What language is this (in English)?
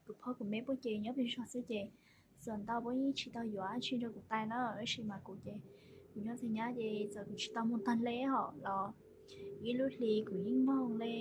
Hmong